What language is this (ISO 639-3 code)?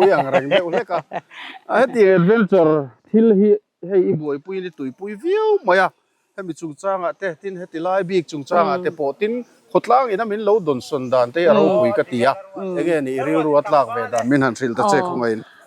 lus